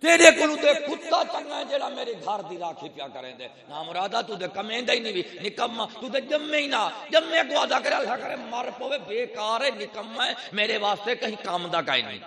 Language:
Saraiki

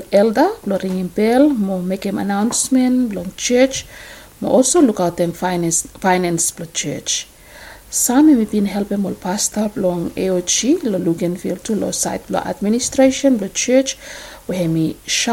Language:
Bislama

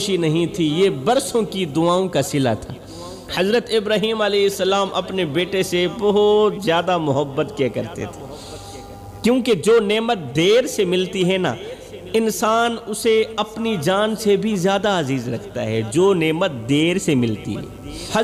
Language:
Urdu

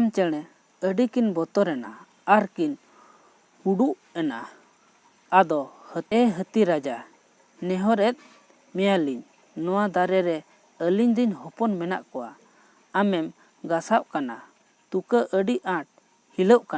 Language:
Santali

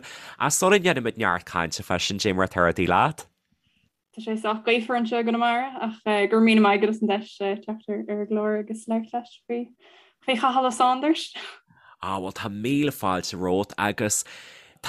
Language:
Irish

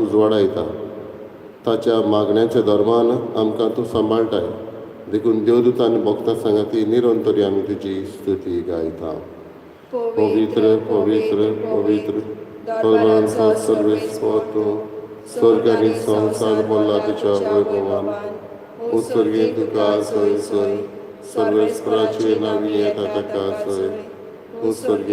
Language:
Konkani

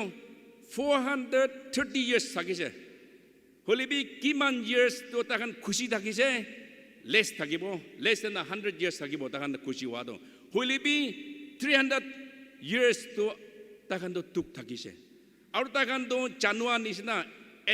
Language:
Naga Pidgin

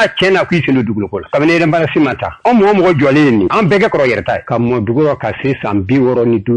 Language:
Bambara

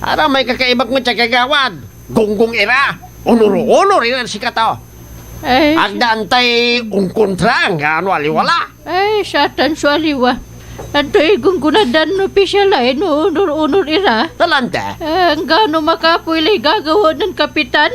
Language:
Pangasinan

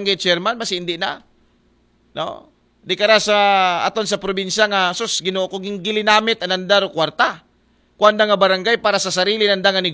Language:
Aklanon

